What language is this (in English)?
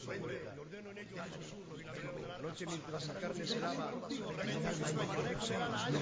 Catalan